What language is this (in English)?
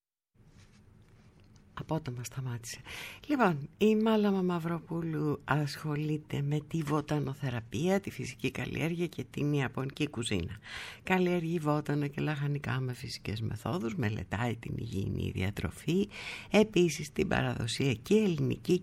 Greek